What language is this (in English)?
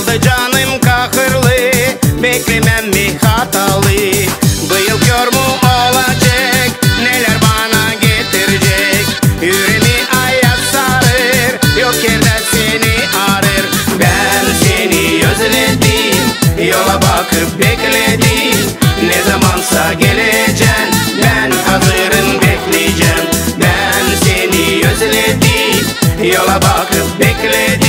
Gagauz